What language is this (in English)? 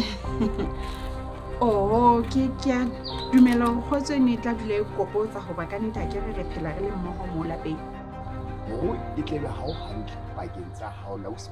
Southern Sotho